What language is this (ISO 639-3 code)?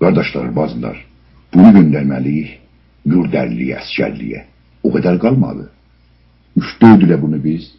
azb